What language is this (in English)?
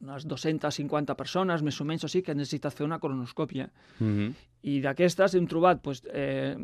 Catalan